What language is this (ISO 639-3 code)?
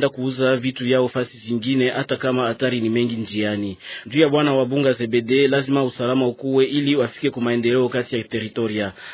swa